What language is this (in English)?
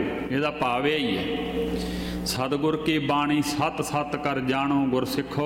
Punjabi